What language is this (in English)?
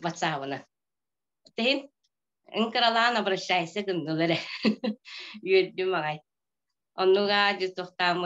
Yakut